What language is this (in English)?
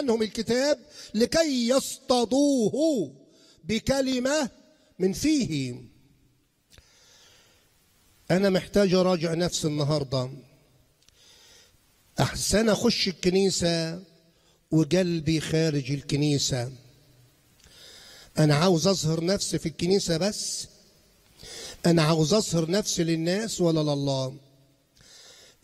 Egyptian Arabic